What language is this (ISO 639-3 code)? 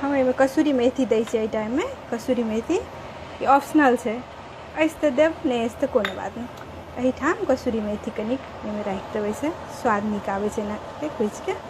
mai